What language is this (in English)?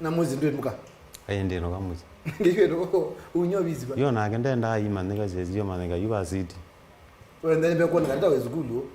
Kamba